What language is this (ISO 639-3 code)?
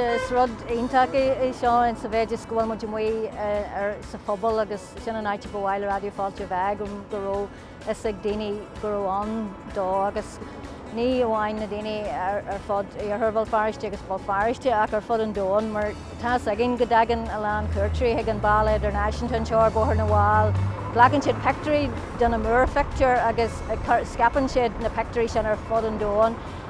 gle